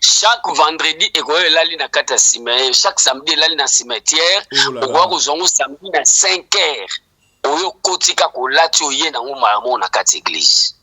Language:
Lingala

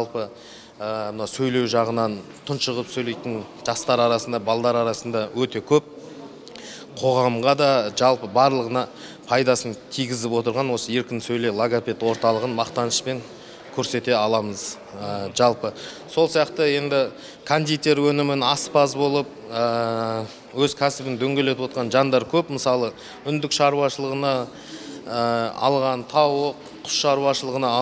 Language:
Kazakh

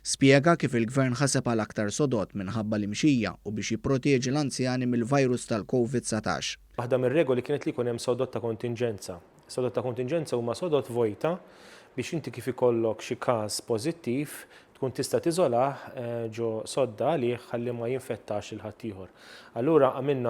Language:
Maltese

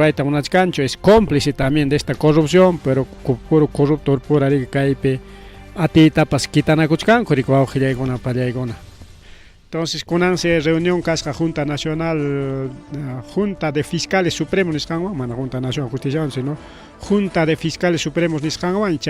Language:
Ayacucho Quechua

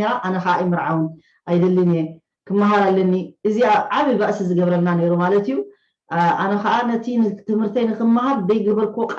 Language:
Tigrinya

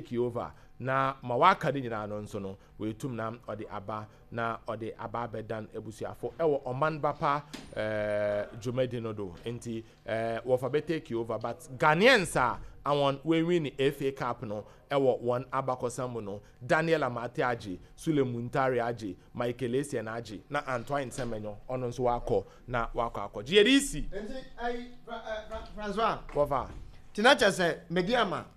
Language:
Akan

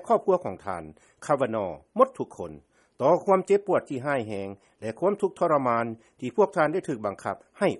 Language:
Lao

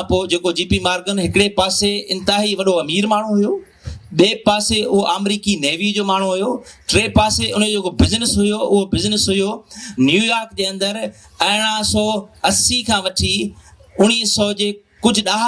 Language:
Sindhi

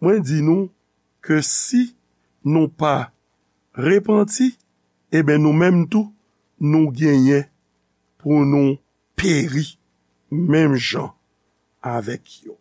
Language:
Haitian Creole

